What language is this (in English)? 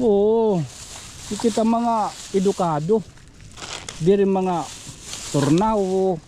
Waray